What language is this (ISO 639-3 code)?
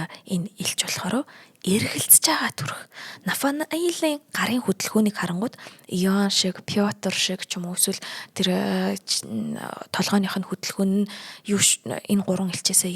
mon